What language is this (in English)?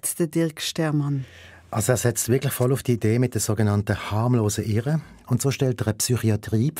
Swiss German